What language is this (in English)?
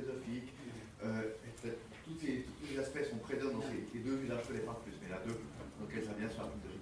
French